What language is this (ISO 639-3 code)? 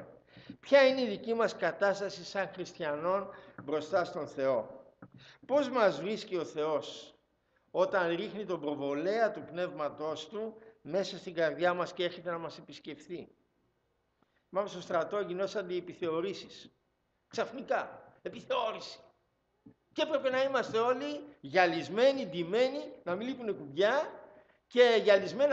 ell